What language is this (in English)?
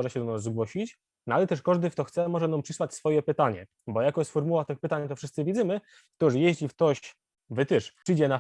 Silesian